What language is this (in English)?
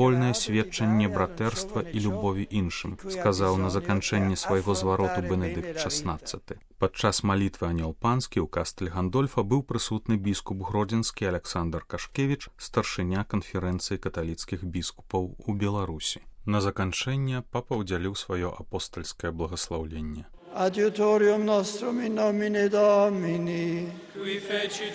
Belarusian